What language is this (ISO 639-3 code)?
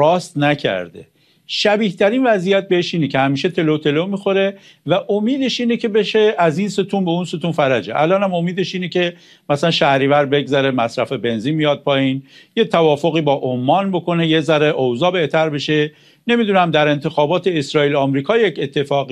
fas